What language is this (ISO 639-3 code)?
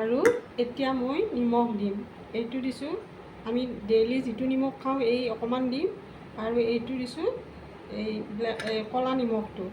asm